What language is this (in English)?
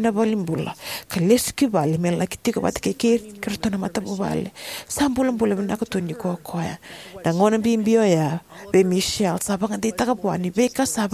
Fijian